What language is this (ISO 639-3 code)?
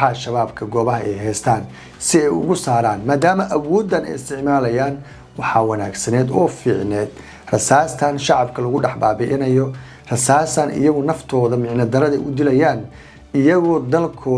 som